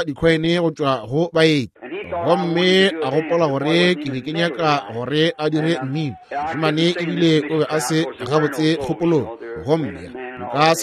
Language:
Northern Sotho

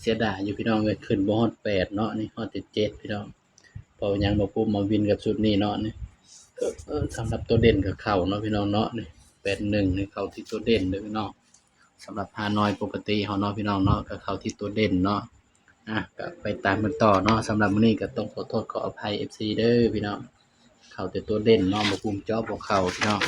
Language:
Northeastern Thai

